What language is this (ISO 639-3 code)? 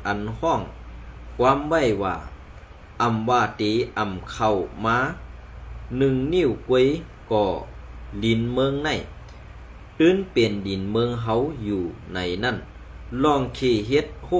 shn